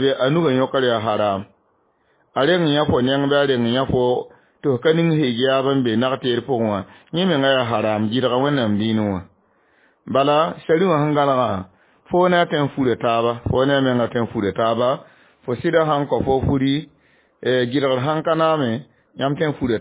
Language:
Mossi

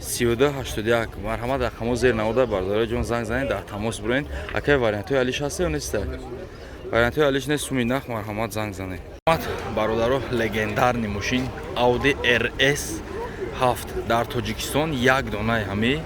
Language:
Tajik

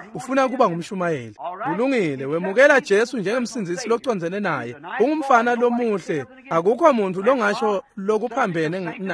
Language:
Swati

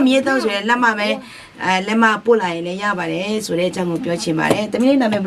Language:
Akha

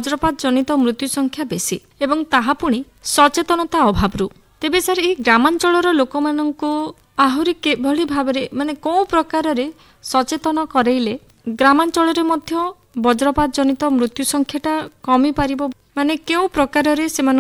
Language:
Odia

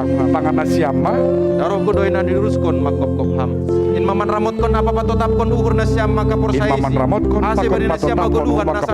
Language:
Batak Simalungun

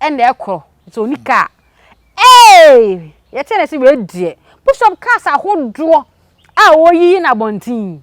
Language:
Akan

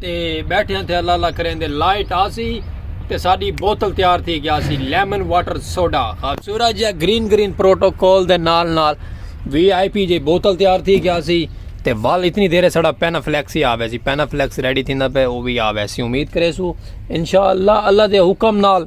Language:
Saraiki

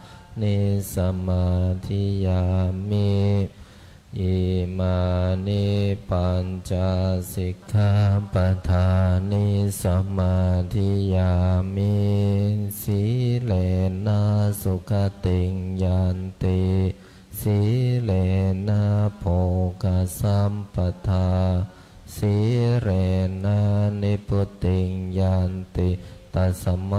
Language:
Pali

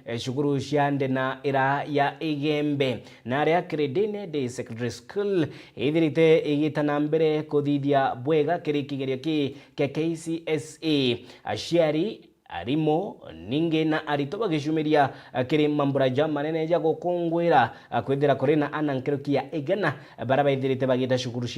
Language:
Meru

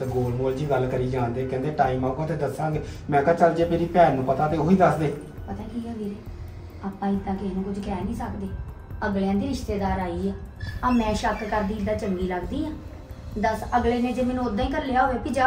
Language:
Punjabi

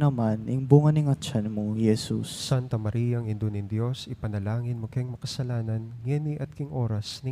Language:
Pampanga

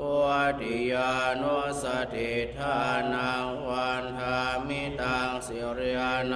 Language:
Pali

